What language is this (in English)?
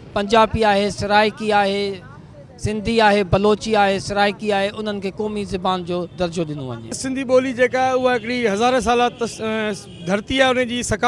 Sindhi